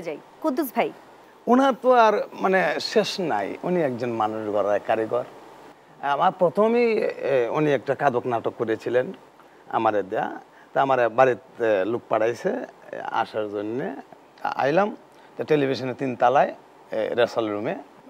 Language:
Bangla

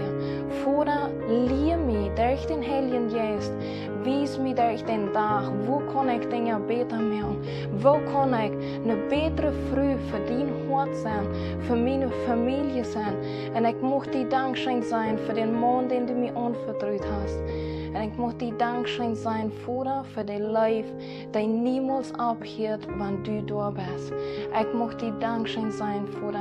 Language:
Plautdietsch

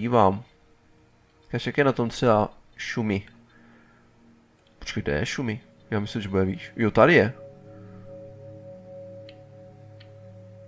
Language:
Czech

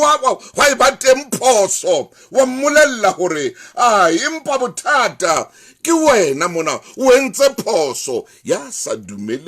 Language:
Southern Sotho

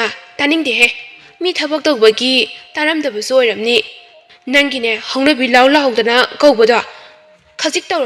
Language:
Manipuri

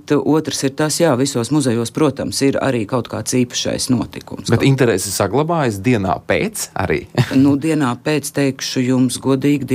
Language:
Latvian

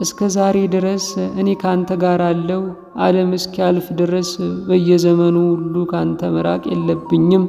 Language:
Amharic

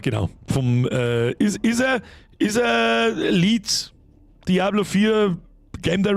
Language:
Bavarian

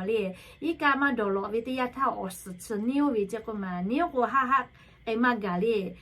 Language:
Lahu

